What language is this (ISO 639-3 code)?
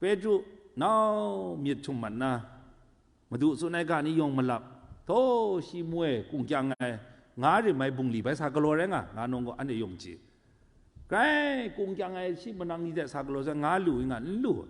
kac